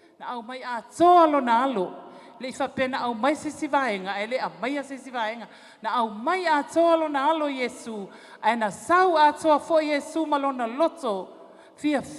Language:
Samoan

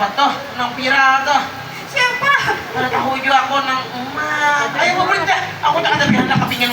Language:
Banjar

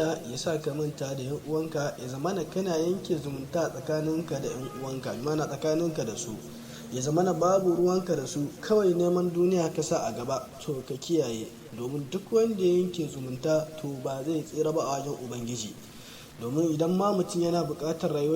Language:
Hausa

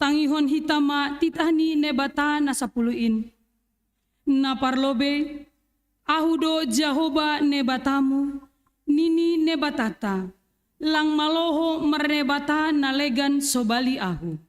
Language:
Batak Simalungun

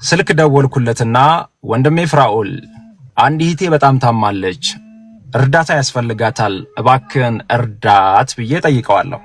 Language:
Amharic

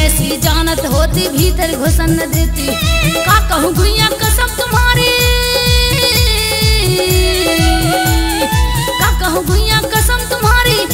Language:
Bundeli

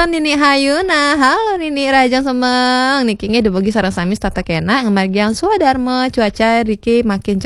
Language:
Balinese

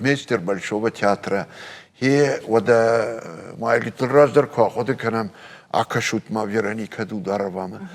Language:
Ossetic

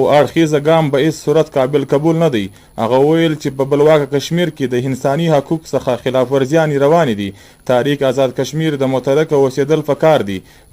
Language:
Pashto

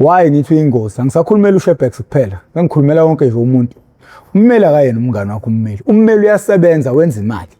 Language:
Zulu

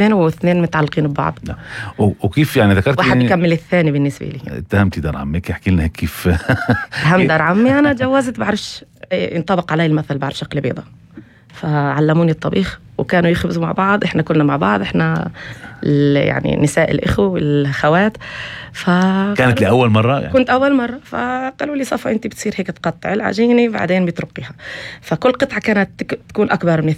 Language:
North Levantine Arabic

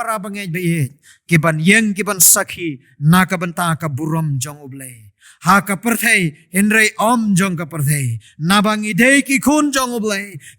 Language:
Khasi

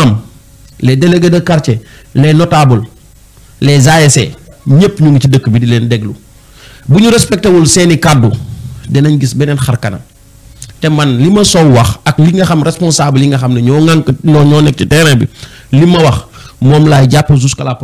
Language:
Wolof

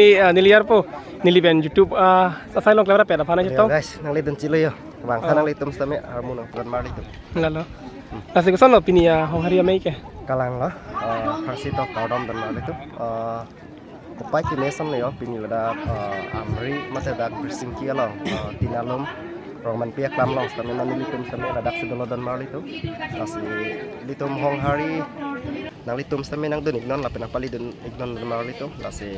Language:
Karbi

